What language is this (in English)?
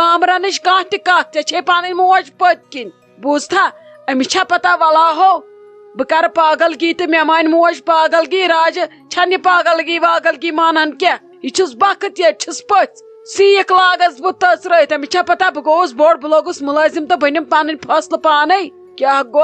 Kashmiri